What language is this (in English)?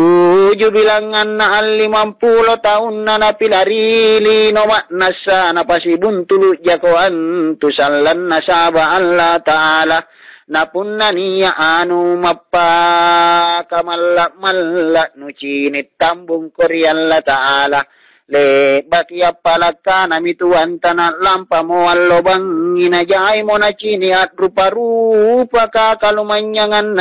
Makasar